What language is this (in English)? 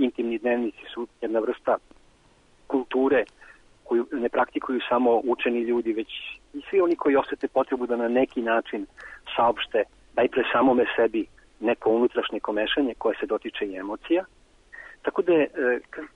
Serbian